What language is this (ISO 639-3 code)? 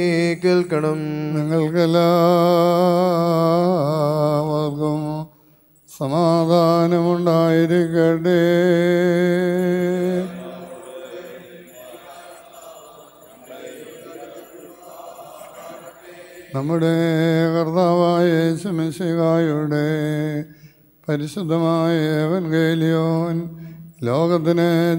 mal